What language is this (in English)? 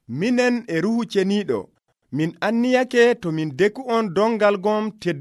Nigerian Fulfulde